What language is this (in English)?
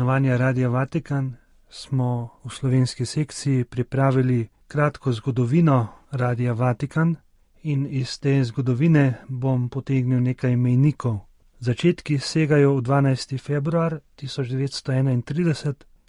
Slovenian